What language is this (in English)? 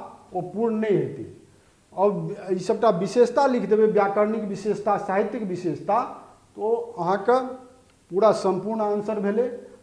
Maithili